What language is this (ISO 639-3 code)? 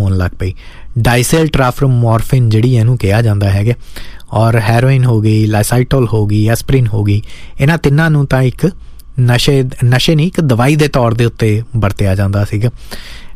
pan